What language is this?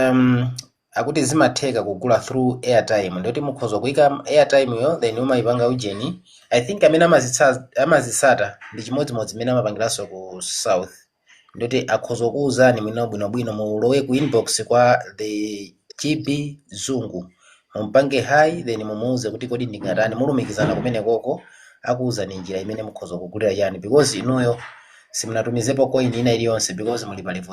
Nyanja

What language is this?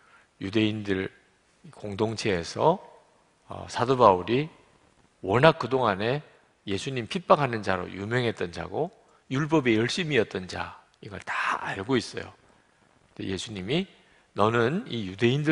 Korean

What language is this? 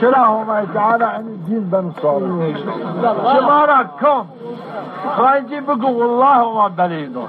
Zaza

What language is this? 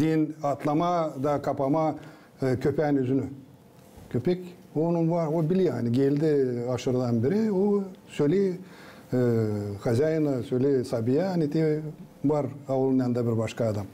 Gagauz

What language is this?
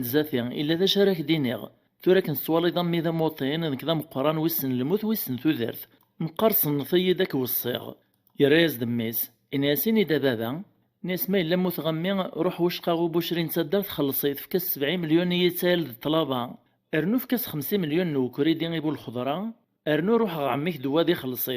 Kabyle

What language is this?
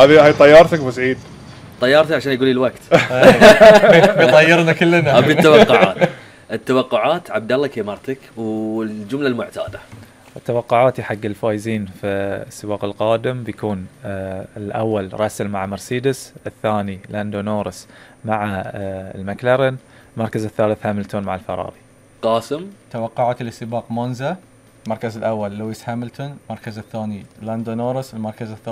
Gulf Arabic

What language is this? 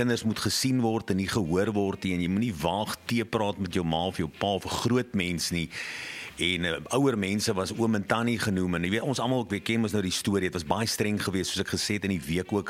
Afrikaans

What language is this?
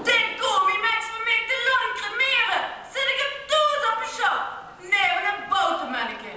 Limburgish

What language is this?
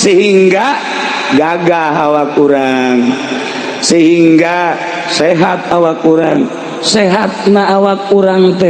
Sundanese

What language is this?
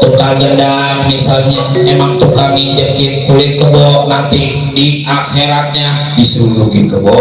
Betawi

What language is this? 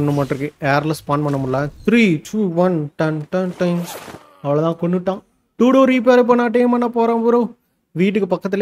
Tamil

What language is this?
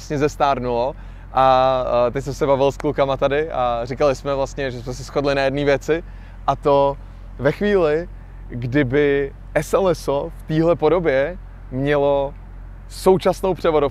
Czech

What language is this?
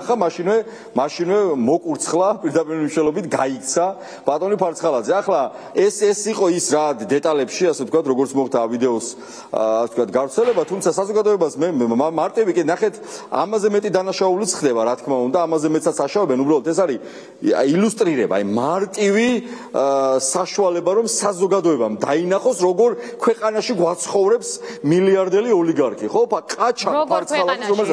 Georgian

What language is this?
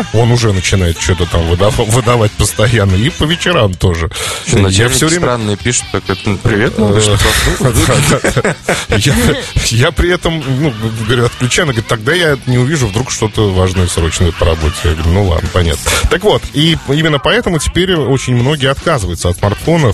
Russian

